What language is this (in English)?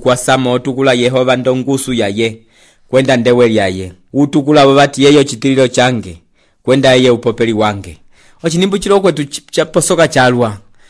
Umbundu